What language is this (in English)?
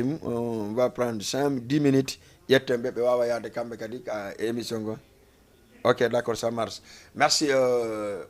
Fula